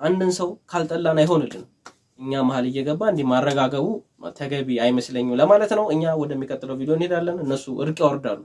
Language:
Amharic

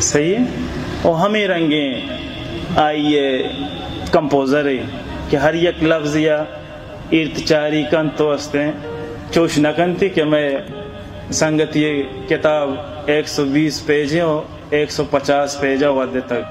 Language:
Baluchi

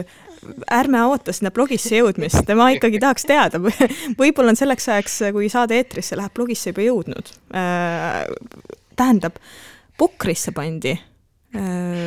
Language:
Estonian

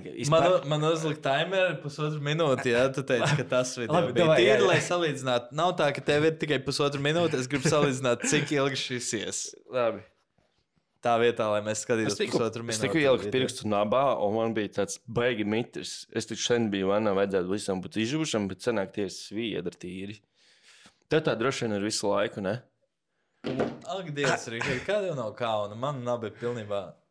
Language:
Latvian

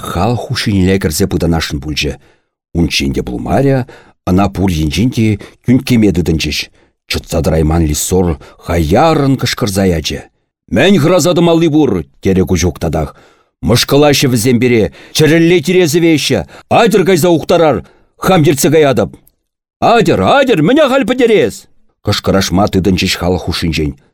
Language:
Chuvash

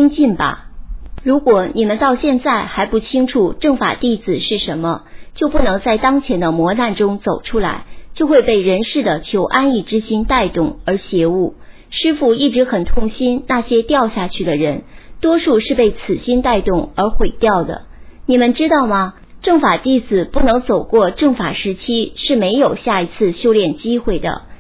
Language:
Chinese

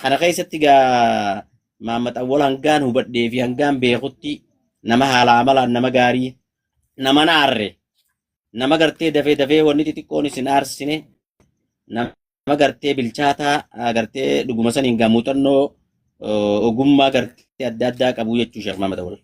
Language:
Oromo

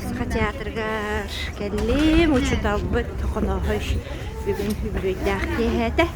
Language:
Yakut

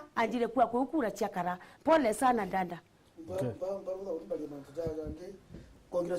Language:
Meru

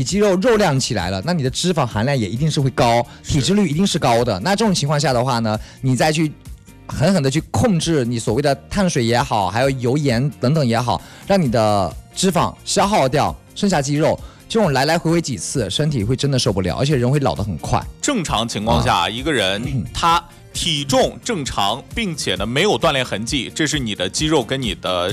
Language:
Chinese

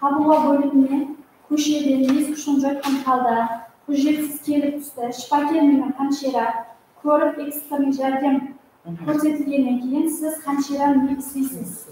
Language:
Kara-Kalpak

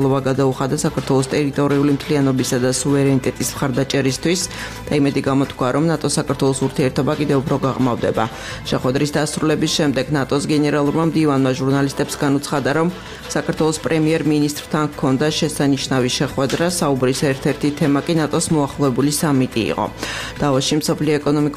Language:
Georgian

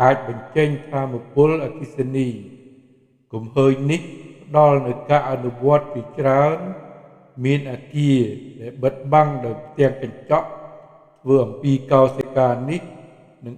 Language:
Khmer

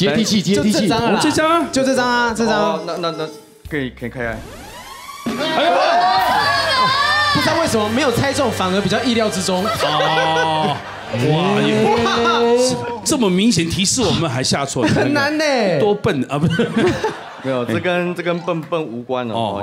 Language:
Chinese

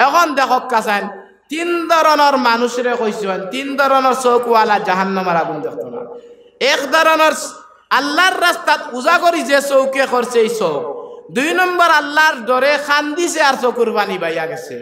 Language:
Sylheti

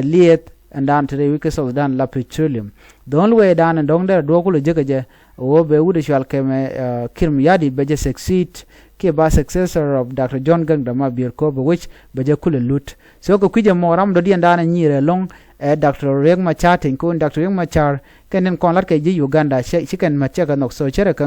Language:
Nuer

